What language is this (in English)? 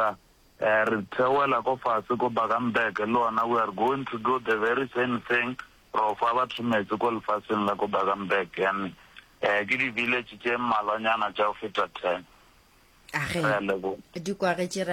Northern Sotho